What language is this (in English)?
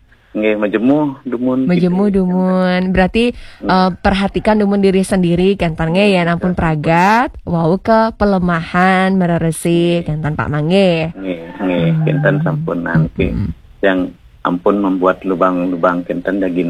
Balinese